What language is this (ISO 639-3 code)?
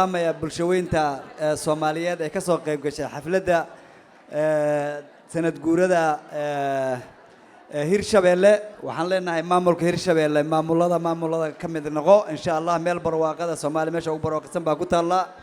som